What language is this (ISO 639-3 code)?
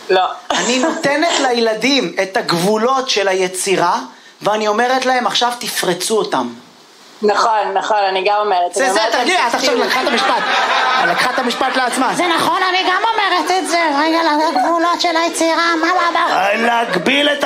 heb